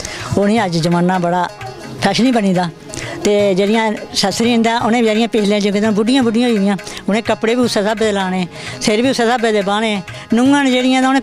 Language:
Dogri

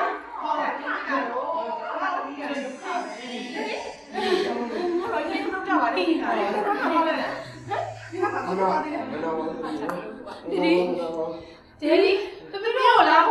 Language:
Burmese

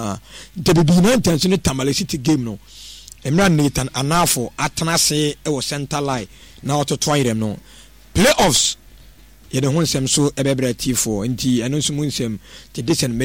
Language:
Akan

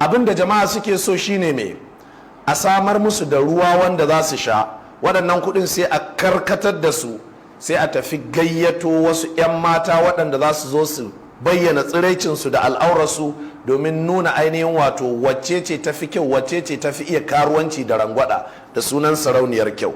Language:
Hausa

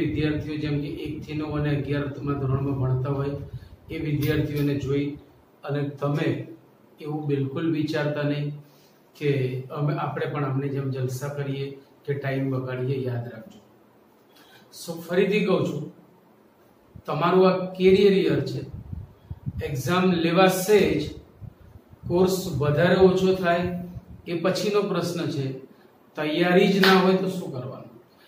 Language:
Gujarati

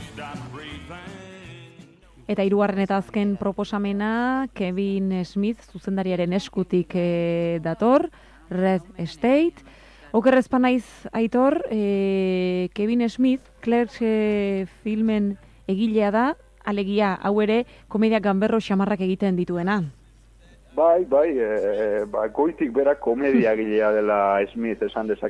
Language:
Basque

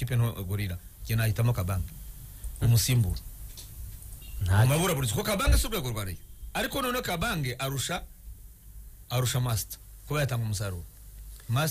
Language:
Kinyarwanda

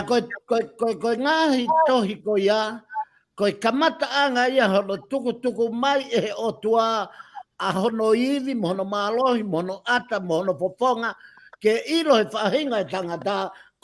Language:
Tongan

